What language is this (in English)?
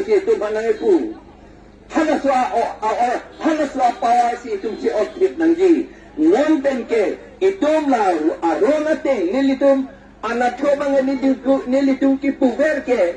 Karbi